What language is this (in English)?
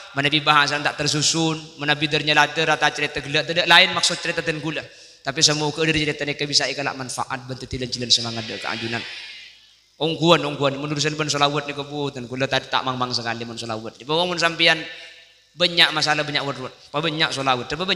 Madurese